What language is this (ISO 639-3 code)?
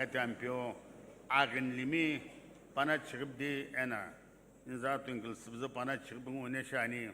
nsm